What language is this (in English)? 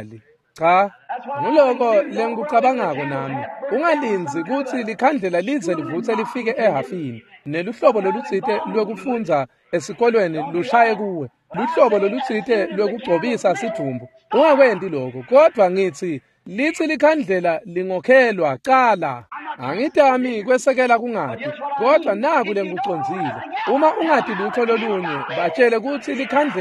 Swati